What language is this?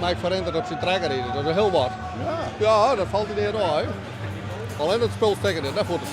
Western Frisian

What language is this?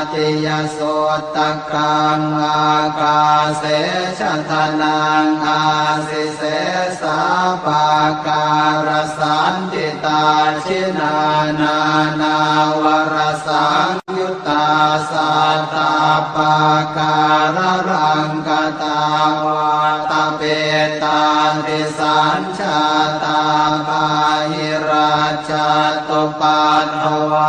Pali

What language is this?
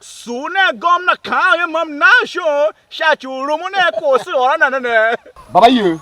Tiv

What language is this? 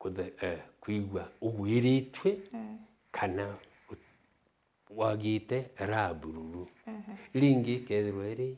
Meru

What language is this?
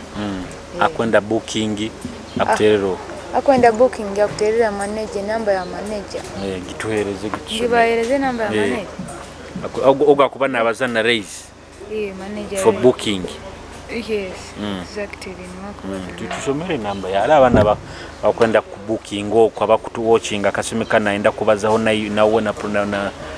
Nyoro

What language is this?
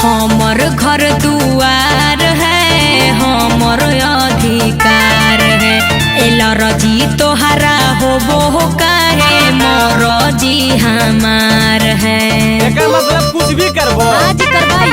Magahi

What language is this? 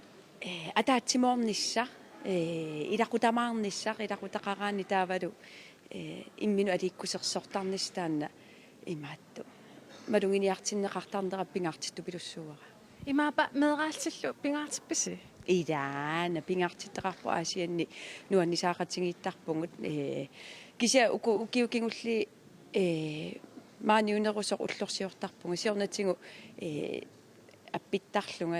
Kalaallisut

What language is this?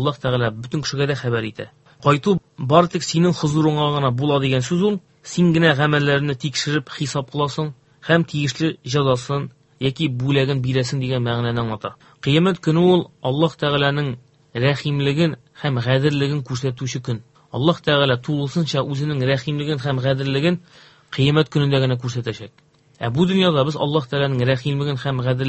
Tatar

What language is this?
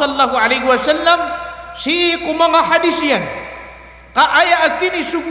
Maranao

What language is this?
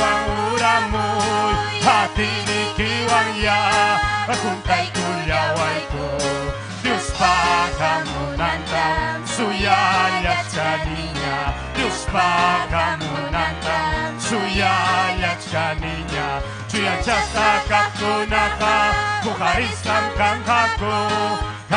Ayacucho Quechua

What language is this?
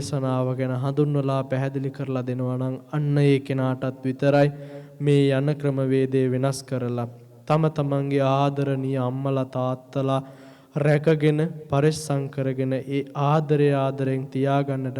Sinhala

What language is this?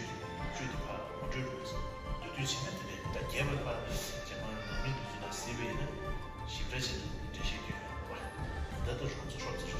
Tibetan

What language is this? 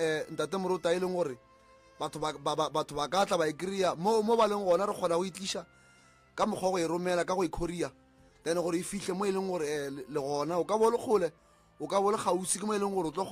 Northern Sotho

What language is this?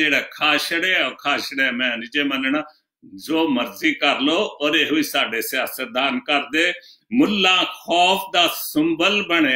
Punjabi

